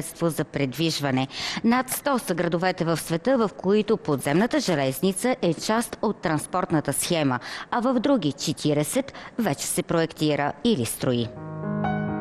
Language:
Bulgarian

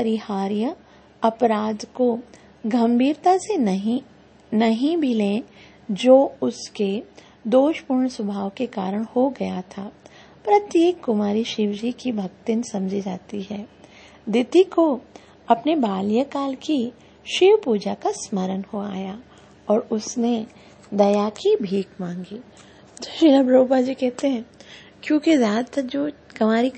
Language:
Hindi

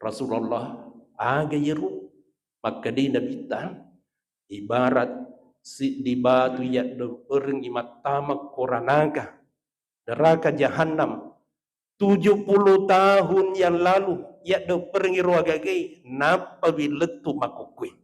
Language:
Buginese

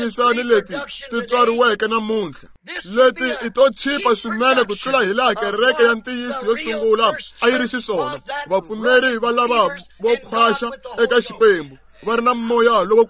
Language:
Tsonga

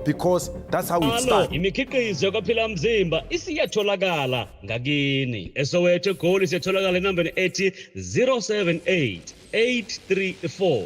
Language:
Zulu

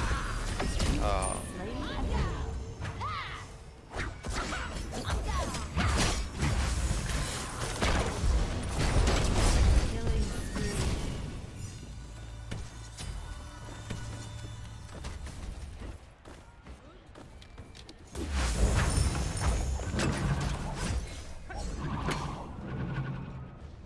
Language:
French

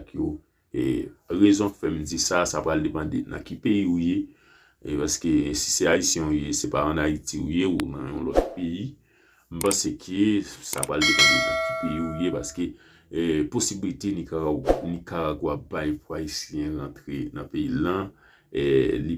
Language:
Haitian Creole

